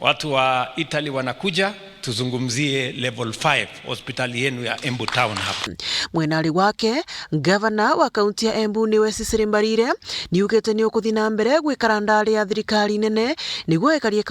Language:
Meru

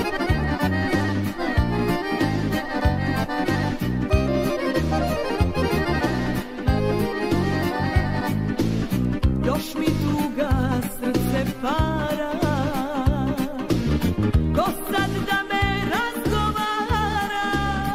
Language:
Serbian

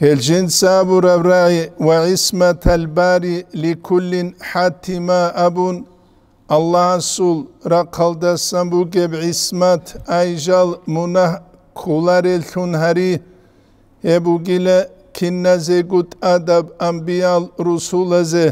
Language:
Avaric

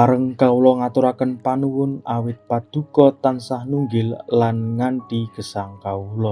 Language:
Javanese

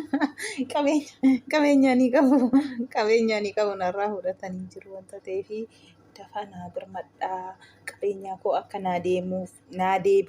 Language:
Oromo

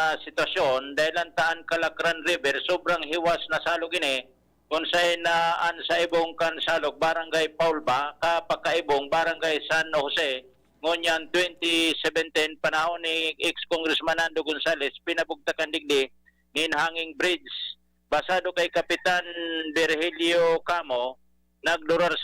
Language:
Bikol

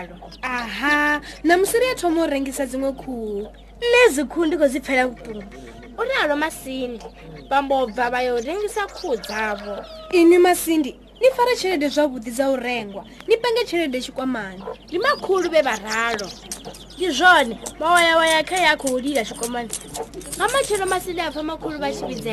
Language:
Venda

